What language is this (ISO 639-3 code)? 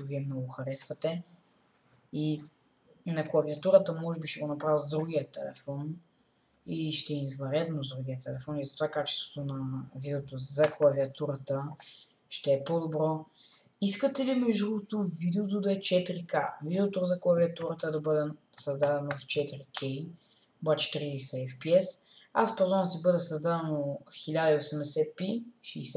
bul